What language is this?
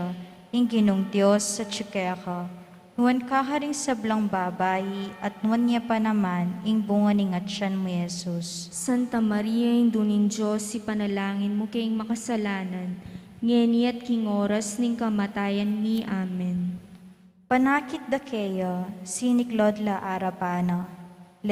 Pampanga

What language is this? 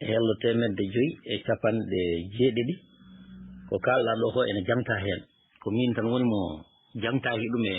Fula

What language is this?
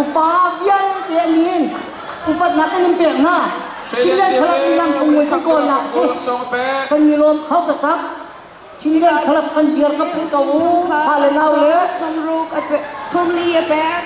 Hakha Chin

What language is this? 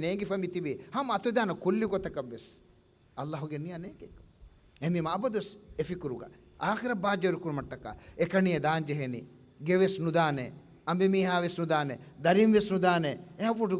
Divehi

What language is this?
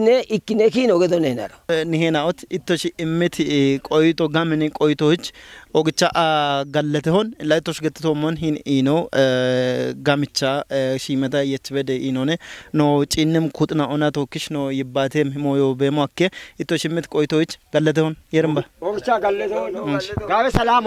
Kafa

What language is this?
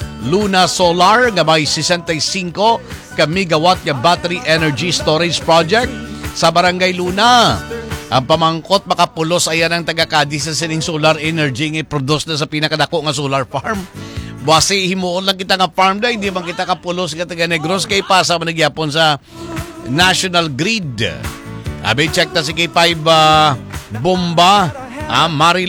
Hiligaynon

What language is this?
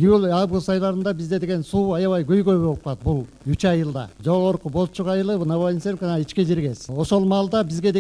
Kyrgyz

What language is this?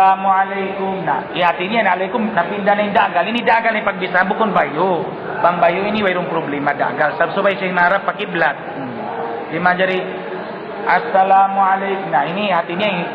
Tausug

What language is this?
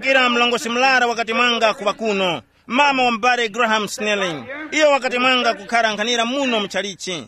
Tumbuka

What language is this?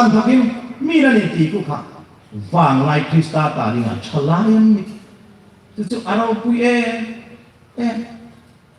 Hmar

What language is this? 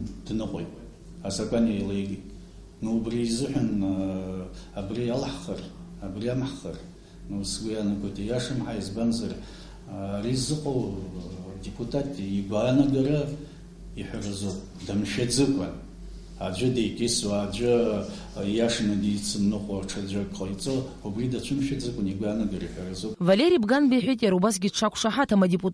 Abkhazian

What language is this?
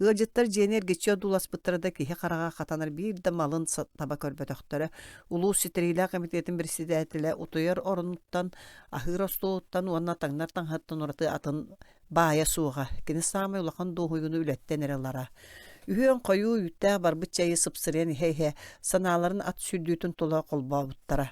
Yakut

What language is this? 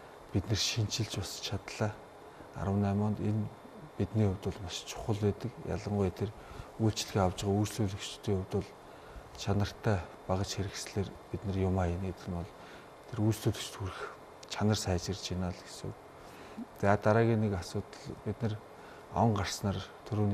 Mongolian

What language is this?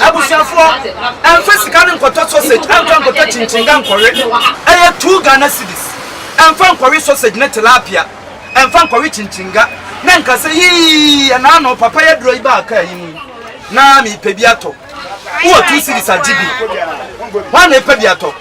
Akan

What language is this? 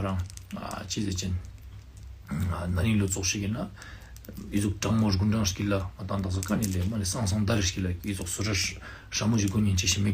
Ladakhi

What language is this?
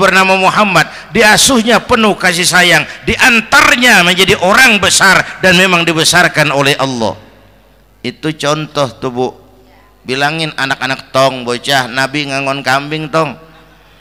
Betawi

